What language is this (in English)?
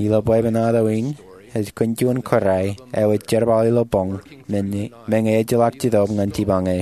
Marshallese